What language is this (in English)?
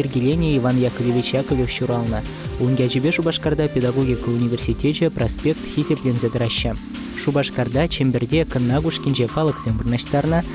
Chuvash